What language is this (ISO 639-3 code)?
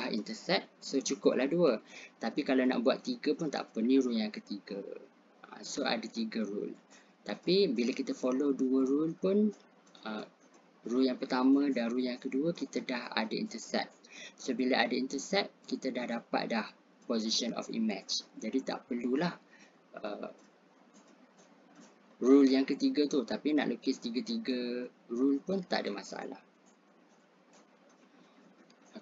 msa